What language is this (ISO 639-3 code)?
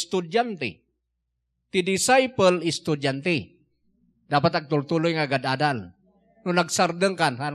ilo